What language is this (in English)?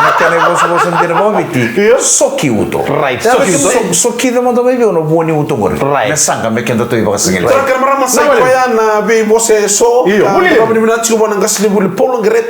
Fijian